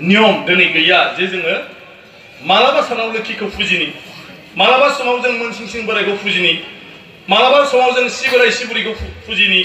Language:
Bodo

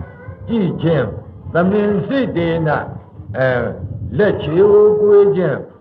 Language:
Burmese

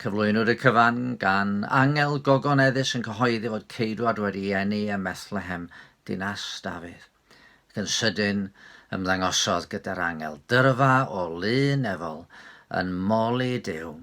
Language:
Welsh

